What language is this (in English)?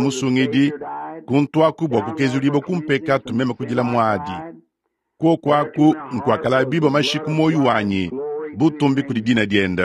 Luba-Lulua